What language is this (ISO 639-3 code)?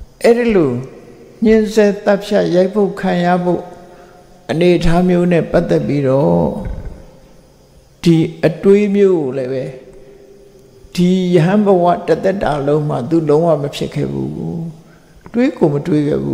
mya